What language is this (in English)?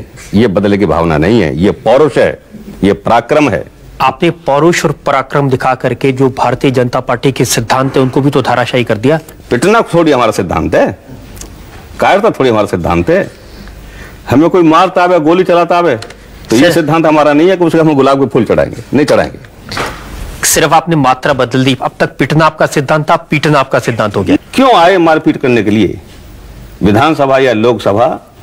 Hindi